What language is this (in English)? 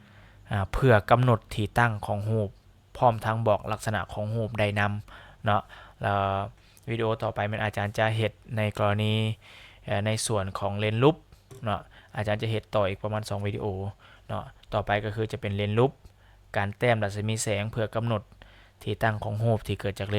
Lao